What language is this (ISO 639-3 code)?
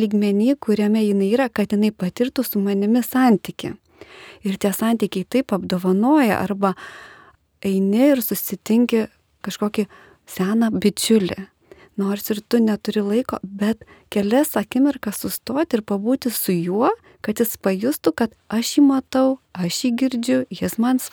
lit